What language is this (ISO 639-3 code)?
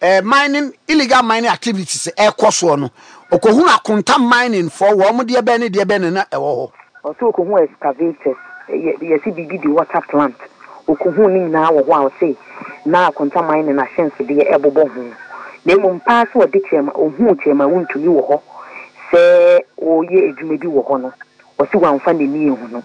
aka